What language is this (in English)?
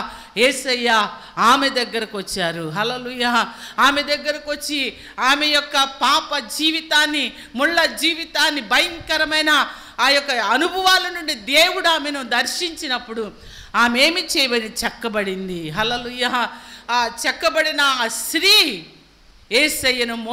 Telugu